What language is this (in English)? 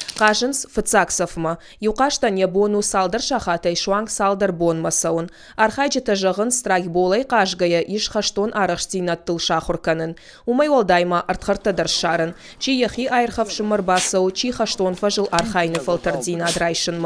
Ossetic